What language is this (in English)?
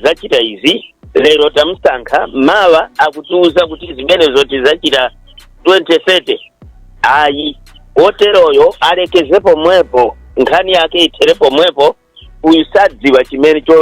Nyanja